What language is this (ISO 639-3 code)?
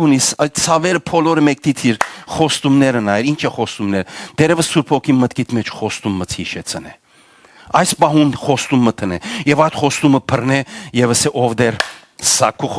hyw